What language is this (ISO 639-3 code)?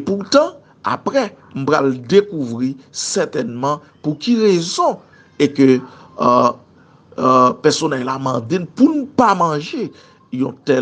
hat